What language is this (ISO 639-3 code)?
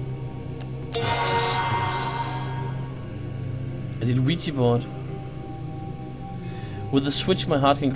dan